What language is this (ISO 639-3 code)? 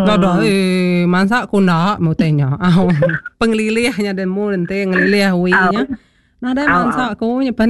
iba